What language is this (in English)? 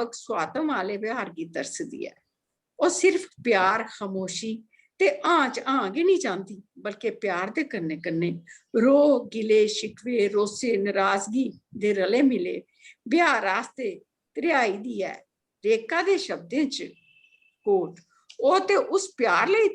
Dogri